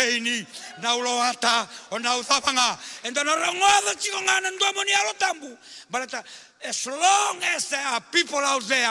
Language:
Fijian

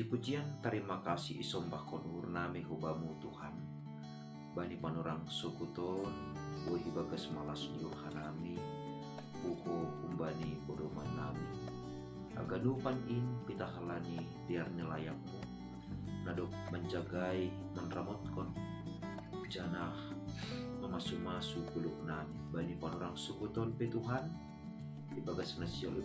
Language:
Batak Simalungun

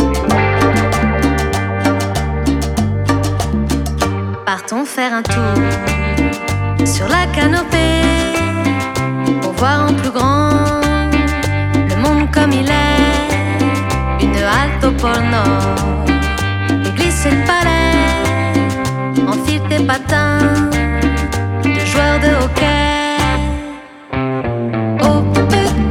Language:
French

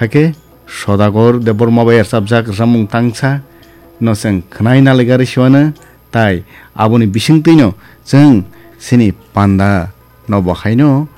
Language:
Kok Borok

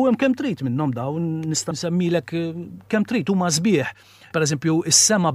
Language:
Maltese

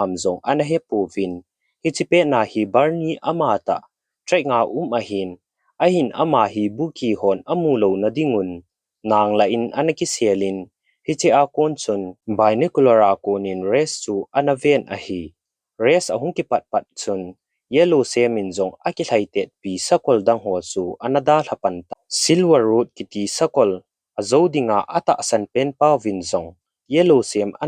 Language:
Thado Chin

